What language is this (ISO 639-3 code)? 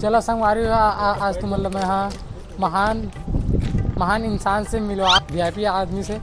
hne